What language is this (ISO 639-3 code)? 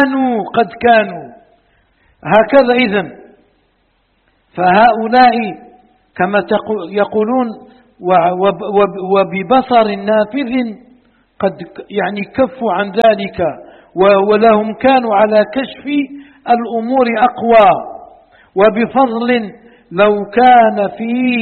ara